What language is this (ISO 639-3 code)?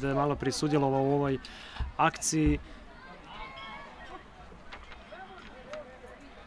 hrv